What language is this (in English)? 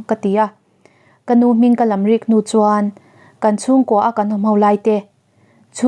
Mizo